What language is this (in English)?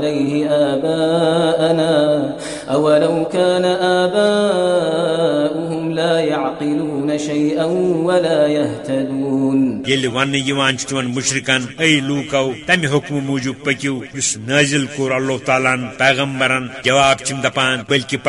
Kashmiri